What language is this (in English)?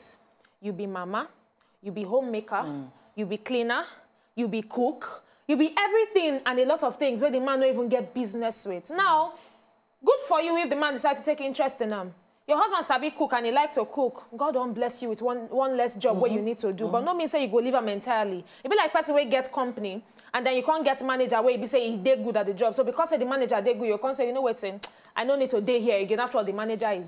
Nigerian Pidgin